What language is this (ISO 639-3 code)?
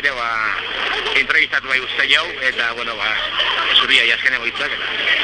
eus